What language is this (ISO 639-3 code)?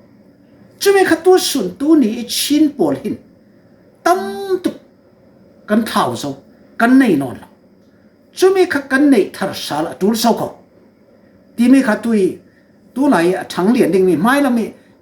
cfm